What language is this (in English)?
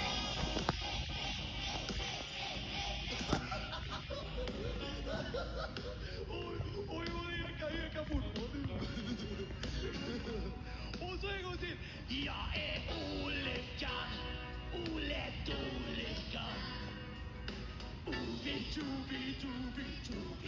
Swedish